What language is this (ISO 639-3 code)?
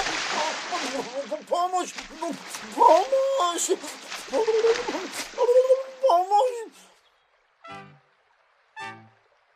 bul